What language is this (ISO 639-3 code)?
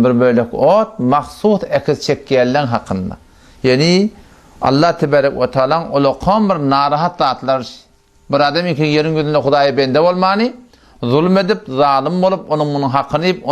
tuk